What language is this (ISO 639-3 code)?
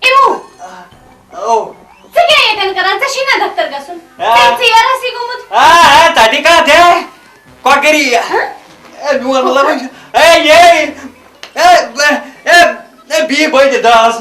kas